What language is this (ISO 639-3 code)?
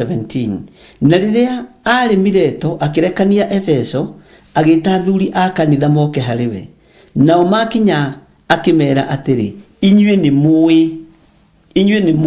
kik